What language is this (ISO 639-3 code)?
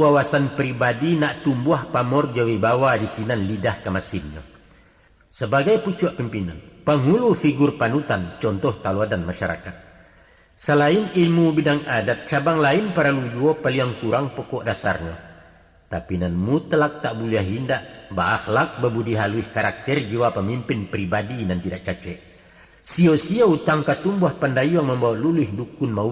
min